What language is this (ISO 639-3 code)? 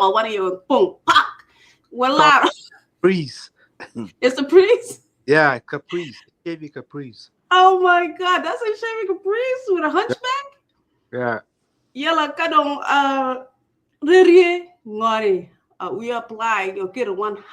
ach